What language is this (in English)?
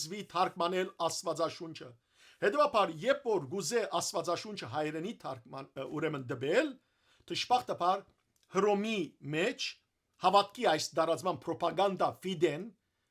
Western Armenian